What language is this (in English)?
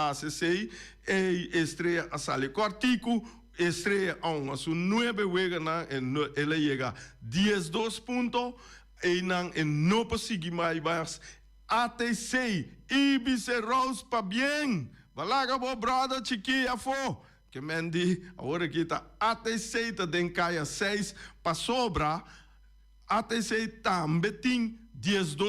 Papiamento